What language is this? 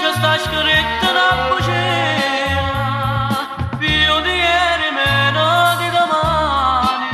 Neapolitan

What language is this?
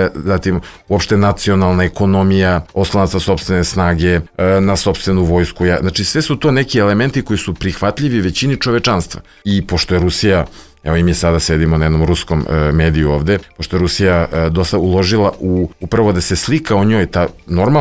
Serbian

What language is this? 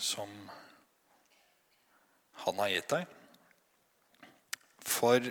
Norwegian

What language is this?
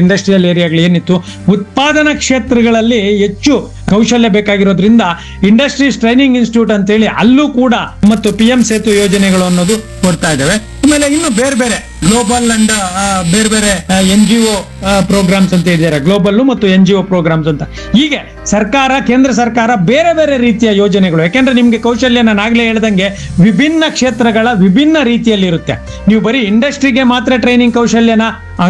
Kannada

